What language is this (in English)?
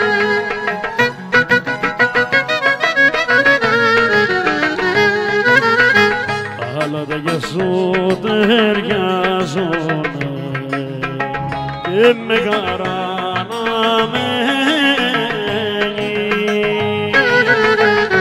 Greek